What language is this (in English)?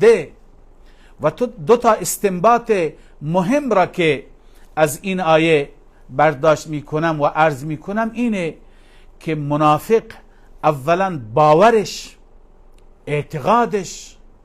Persian